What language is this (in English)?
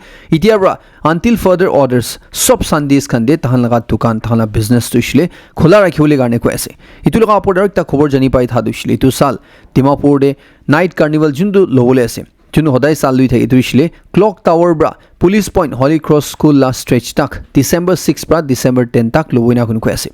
Naga Pidgin